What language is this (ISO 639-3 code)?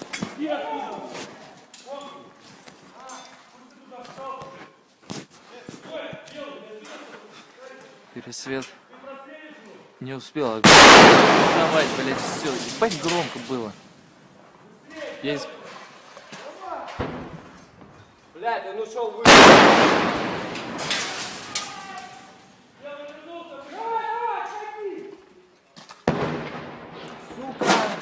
rus